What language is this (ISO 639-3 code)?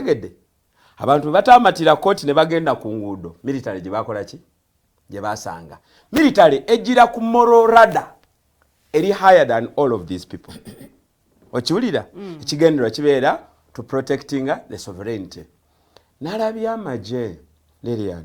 lug